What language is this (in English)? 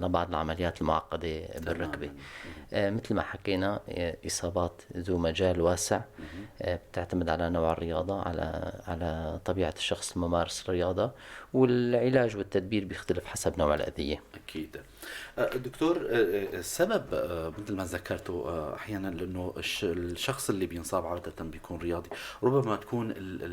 North Levantine Arabic